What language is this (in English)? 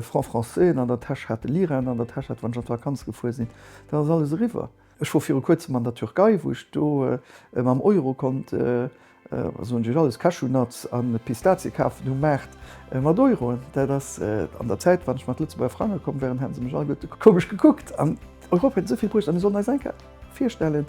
Luxembourgish